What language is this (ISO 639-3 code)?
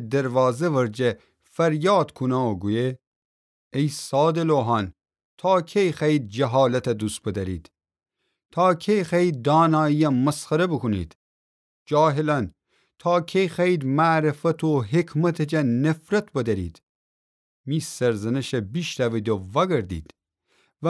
glk